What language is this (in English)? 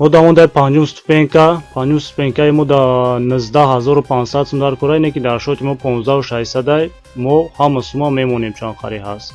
Tajik